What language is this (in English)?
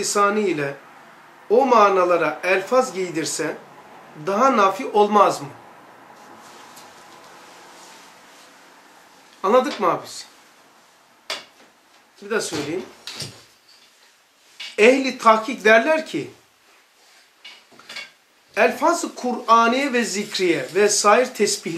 Turkish